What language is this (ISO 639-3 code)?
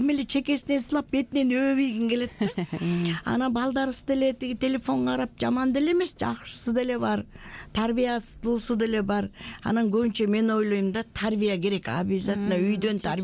kir